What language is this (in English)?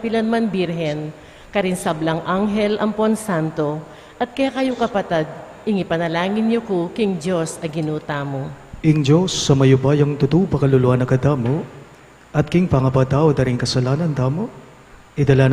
Pampanga